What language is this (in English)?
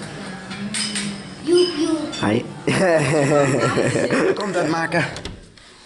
Dutch